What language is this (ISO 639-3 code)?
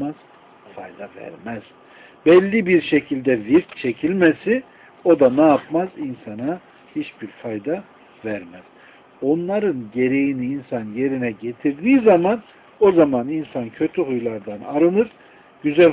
tur